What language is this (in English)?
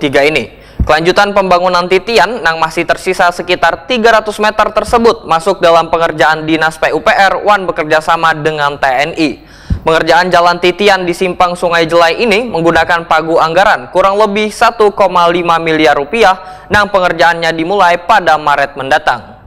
Banjar